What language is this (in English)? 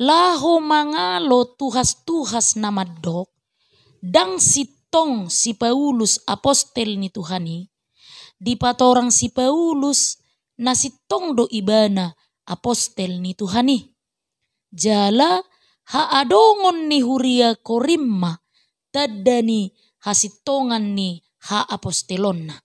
Batak Toba